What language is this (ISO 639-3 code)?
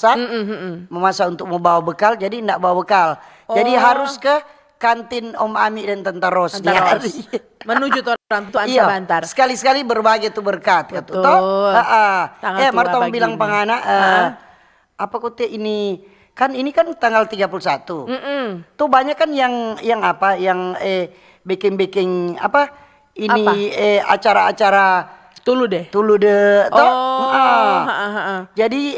xmm